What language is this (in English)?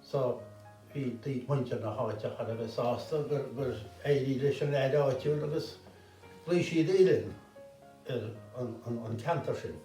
Irish